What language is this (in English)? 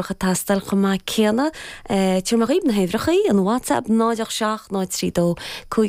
Irish